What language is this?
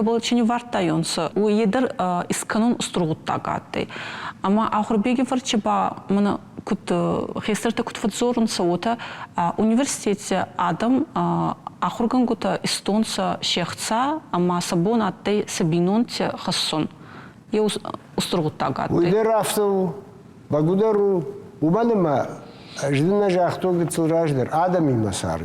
Ossetic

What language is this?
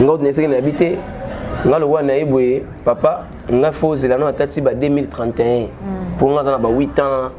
Lingala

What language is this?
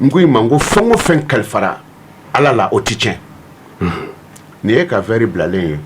Bambara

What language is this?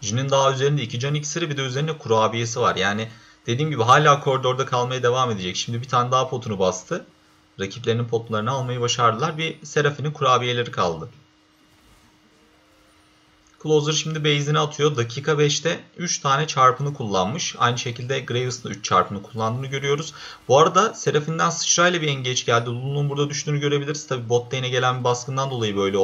Turkish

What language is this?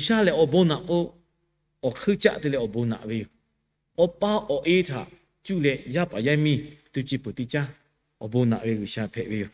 Lahu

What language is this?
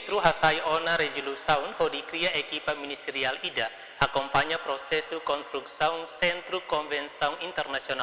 Tetum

